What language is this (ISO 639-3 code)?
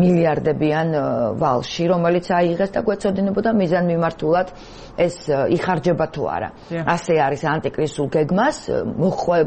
kat